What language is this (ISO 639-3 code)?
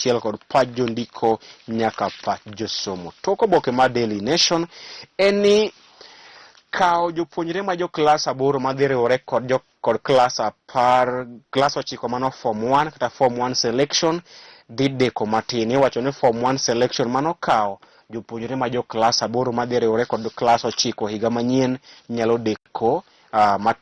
luo